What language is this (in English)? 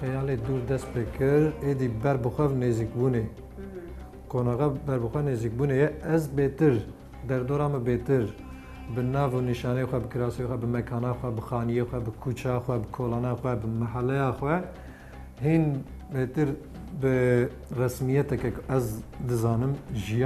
Kurdish